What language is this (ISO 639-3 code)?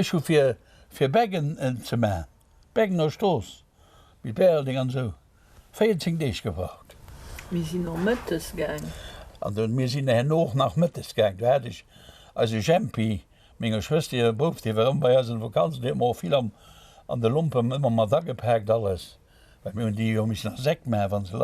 ltz